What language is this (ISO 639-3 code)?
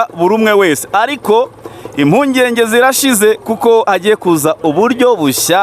kin